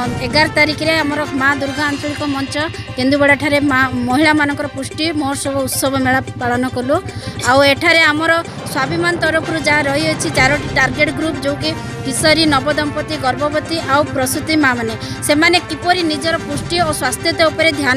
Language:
Odia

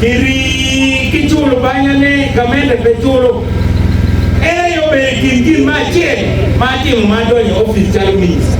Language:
Acoli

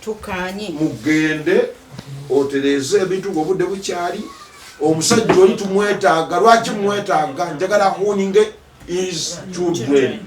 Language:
Ganda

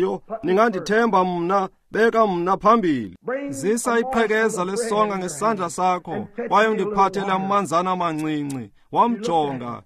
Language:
Xhosa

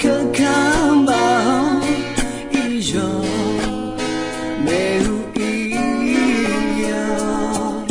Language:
Akha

